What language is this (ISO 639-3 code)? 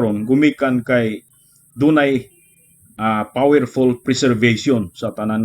ceb